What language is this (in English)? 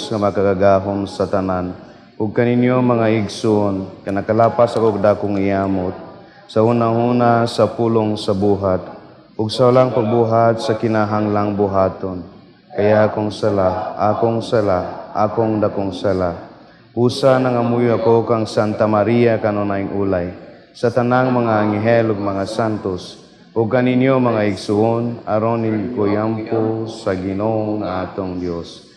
Cebuano